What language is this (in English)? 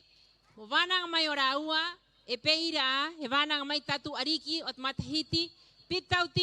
Rapanui